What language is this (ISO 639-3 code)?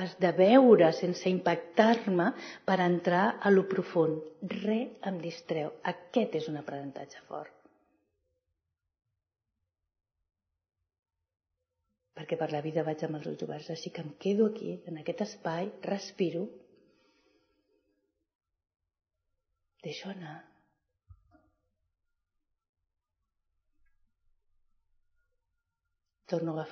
cat